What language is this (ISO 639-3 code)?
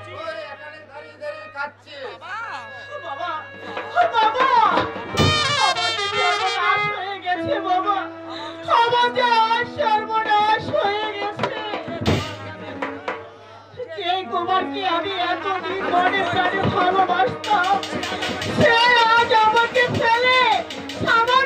ben